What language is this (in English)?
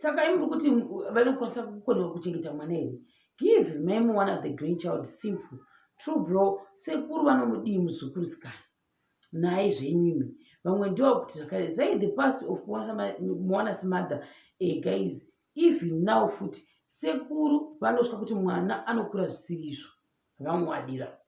Shona